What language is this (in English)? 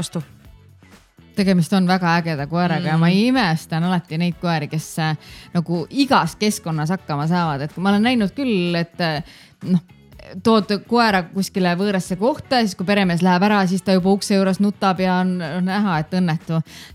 Estonian